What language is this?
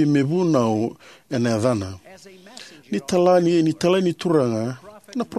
Fijian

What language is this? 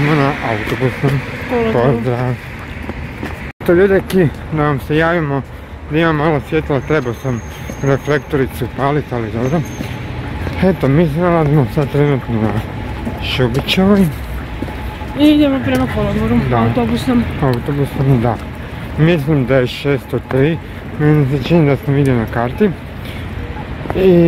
Croatian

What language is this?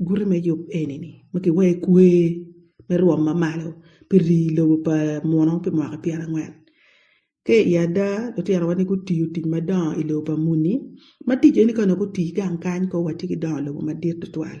Acoli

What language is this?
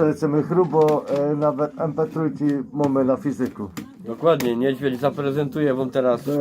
Silesian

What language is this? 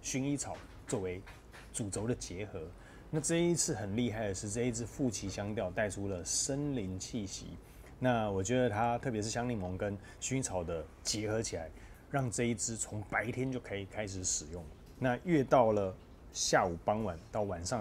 Chinese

